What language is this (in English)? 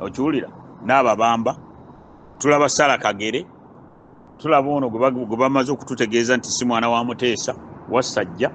Ganda